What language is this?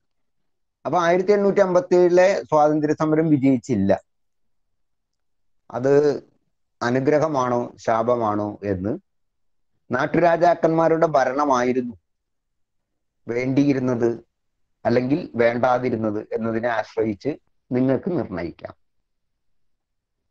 Malayalam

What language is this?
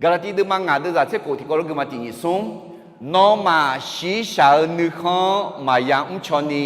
Akha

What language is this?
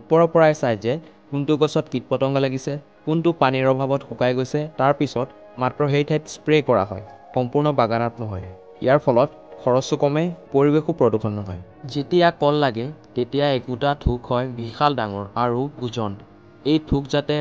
Assamese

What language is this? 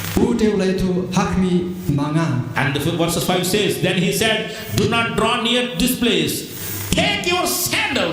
Khasi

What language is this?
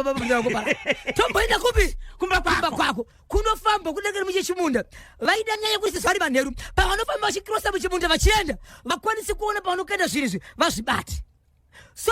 Shona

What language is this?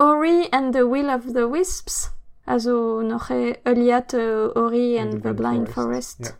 Breton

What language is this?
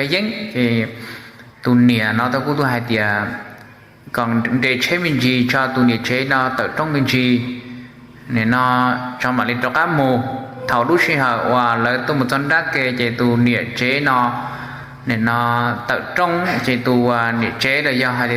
Hmong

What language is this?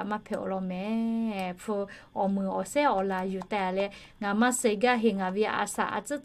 Lahu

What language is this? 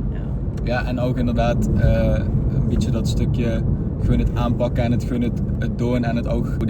Limburgish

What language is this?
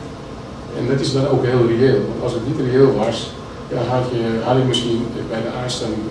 Dutch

